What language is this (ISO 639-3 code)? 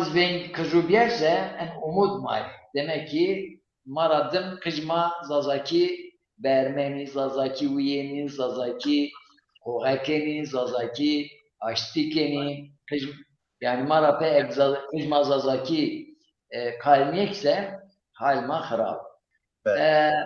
zza